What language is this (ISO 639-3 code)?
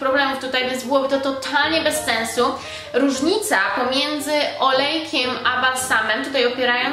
pol